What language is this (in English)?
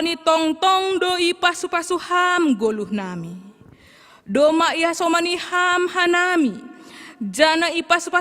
Batak Simalungun